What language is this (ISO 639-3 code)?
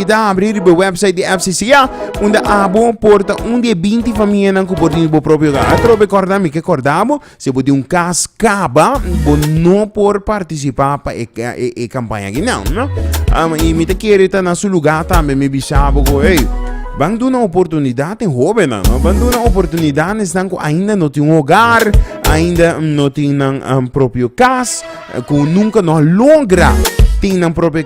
pap